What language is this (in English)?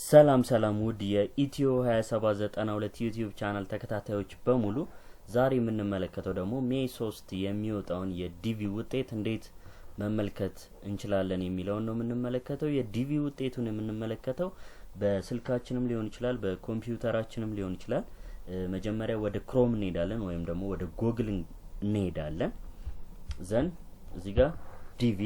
Amharic